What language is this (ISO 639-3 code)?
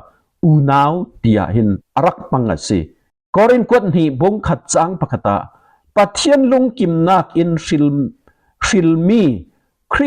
cfm